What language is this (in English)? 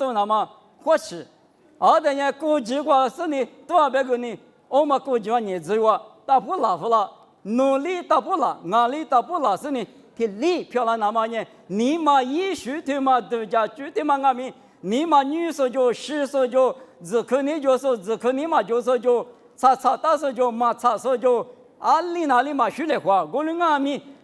Lisu